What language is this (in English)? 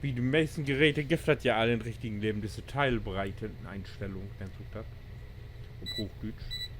Low German